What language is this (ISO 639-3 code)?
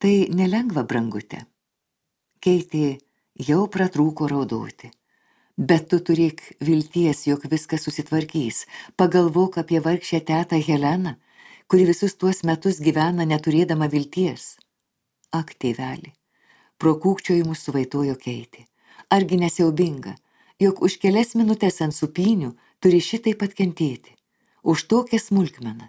lit